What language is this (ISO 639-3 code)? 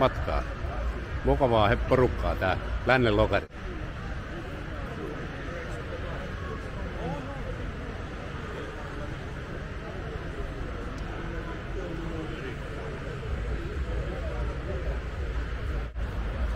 fin